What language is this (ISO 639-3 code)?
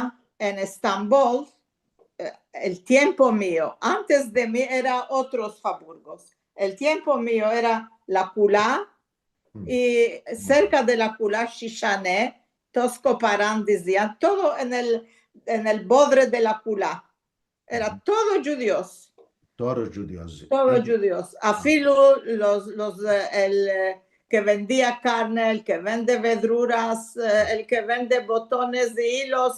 lad